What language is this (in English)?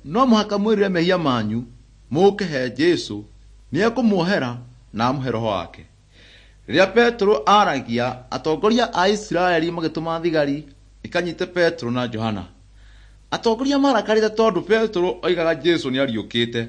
Kikuyu